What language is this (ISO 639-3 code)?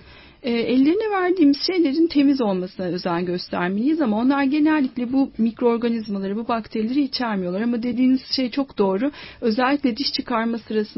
tur